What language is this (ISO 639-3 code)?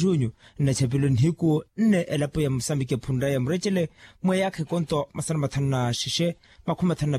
vmw